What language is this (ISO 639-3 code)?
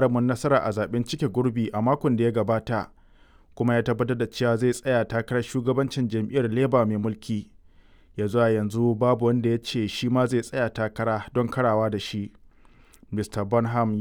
hau